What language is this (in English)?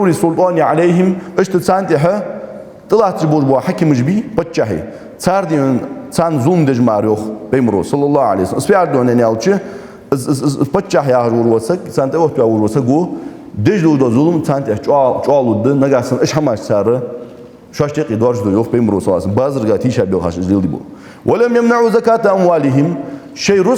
Ingush